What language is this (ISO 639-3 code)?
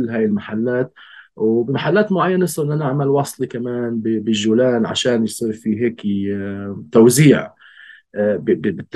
apc